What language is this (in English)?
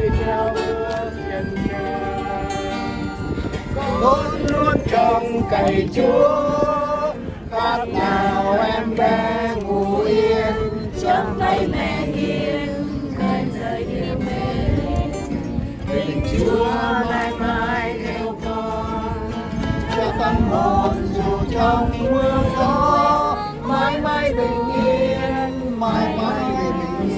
Vietnamese